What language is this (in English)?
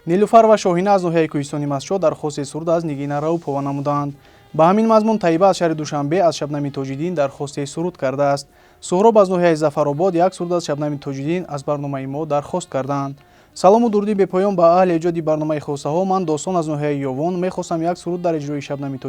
Tajik